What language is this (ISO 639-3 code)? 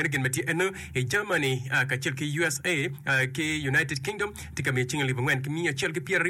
ach